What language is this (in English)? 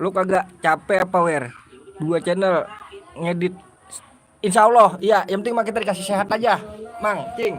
Betawi